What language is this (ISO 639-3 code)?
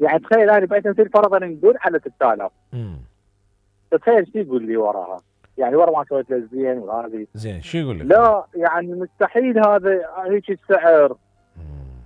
acm